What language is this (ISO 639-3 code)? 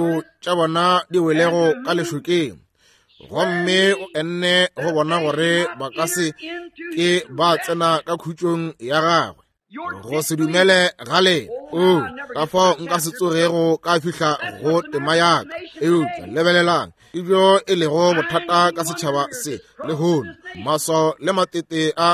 nso